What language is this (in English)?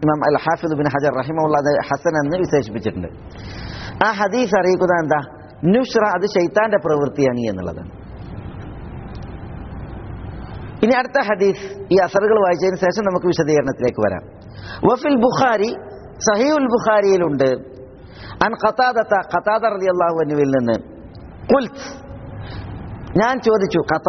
Malayalam